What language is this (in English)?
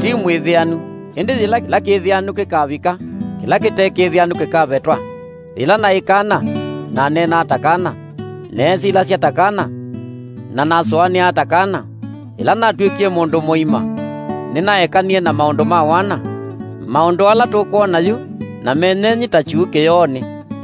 Kamba